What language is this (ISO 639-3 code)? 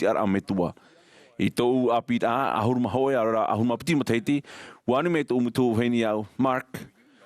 tah